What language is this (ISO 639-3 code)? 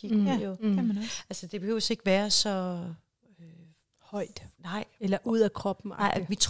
dan